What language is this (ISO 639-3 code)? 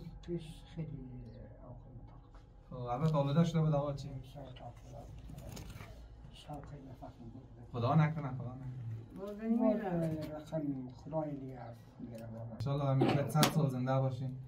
fas